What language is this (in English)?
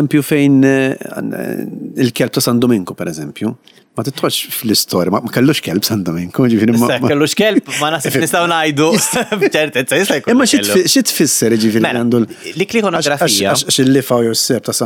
Maltese